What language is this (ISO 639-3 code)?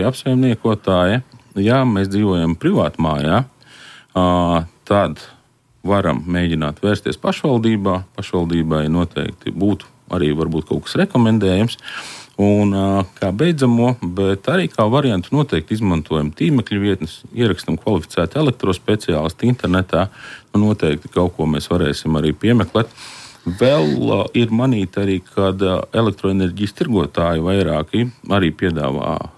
lav